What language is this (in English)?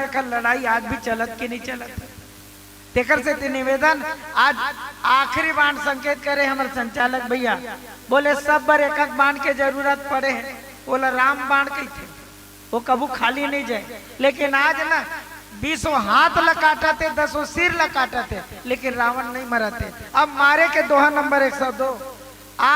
Chhattisgarhi